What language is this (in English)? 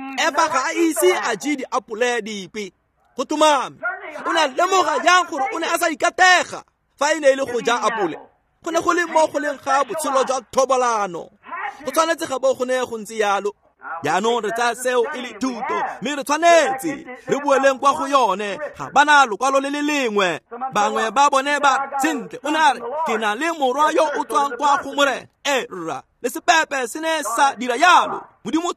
Tswana